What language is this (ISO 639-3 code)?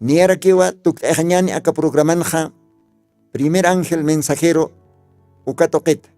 aym